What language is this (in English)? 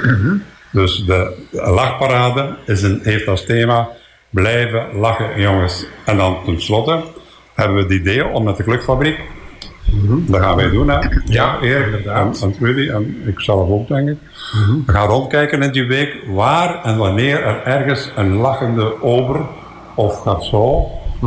Dutch